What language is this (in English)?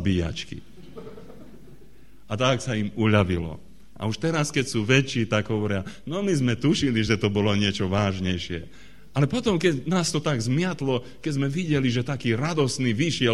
Slovak